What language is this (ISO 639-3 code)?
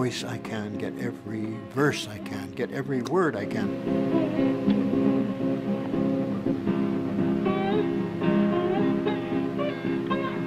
eng